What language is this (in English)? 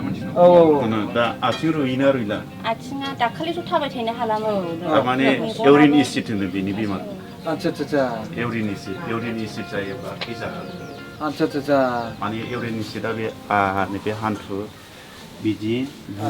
Bodo